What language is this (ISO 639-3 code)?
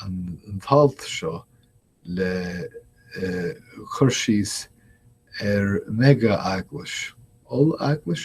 gle